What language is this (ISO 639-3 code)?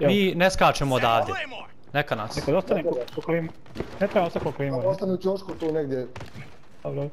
bos